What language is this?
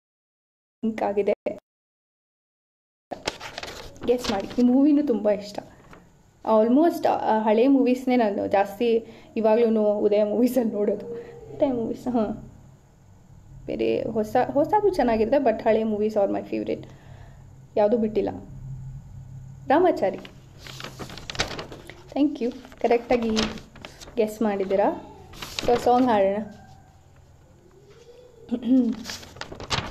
Kannada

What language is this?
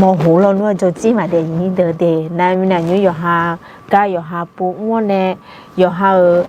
Akha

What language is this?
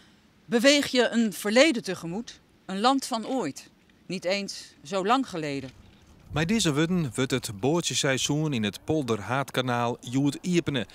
Western Frisian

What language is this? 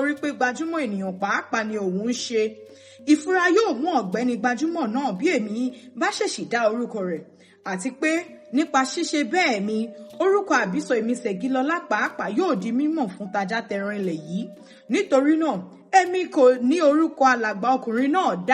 Yoruba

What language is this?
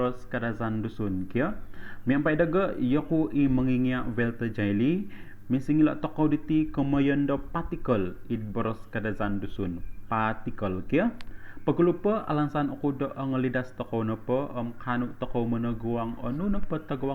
Central Dusun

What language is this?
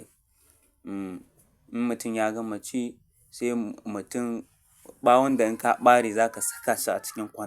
Hausa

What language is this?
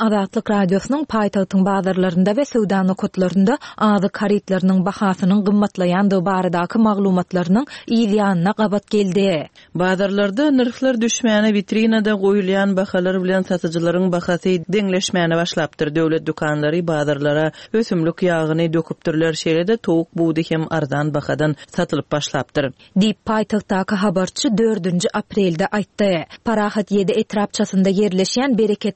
Turkmen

